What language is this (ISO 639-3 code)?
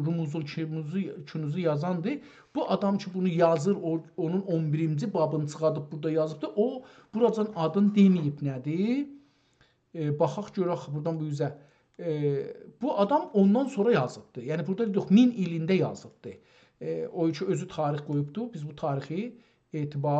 azb